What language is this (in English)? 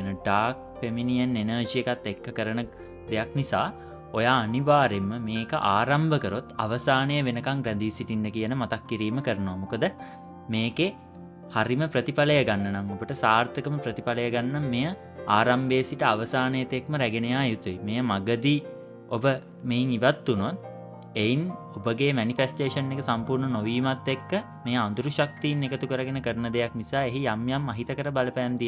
Sinhala